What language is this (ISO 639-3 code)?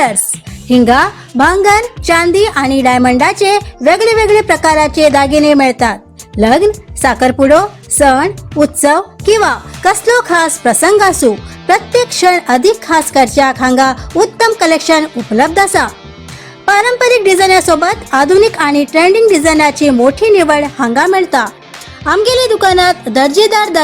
kok